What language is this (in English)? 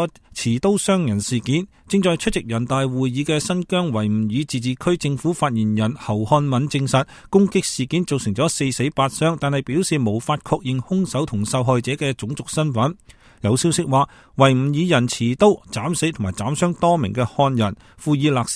Cantonese